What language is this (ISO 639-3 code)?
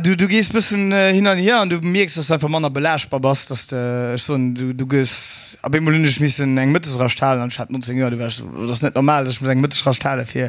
ltz